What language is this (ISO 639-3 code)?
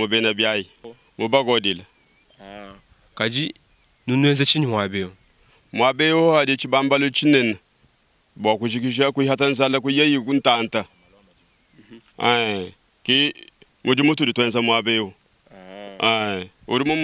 lua